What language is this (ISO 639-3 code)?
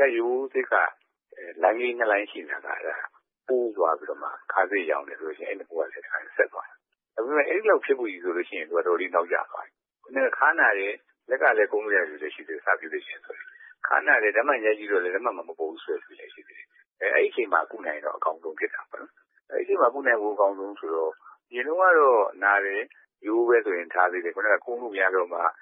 mya